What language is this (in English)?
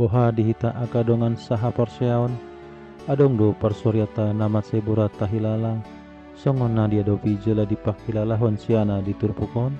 Batak Toba